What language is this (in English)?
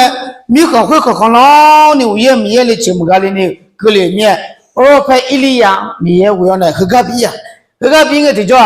Akha